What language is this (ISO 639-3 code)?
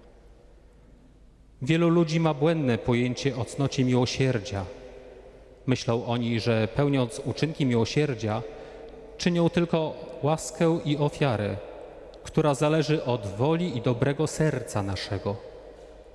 pol